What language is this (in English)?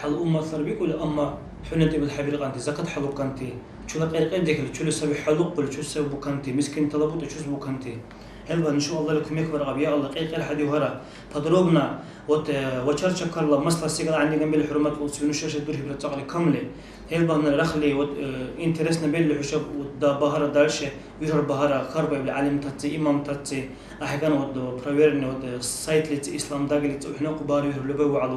Dargwa